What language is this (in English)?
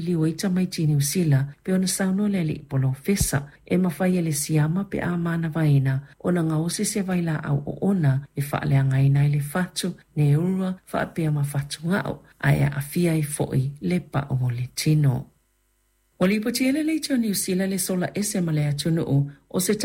Samoan